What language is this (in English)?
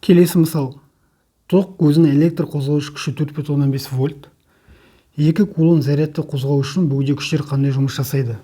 Kazakh